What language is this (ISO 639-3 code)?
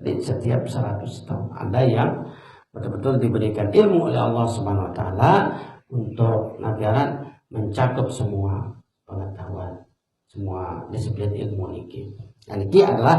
sas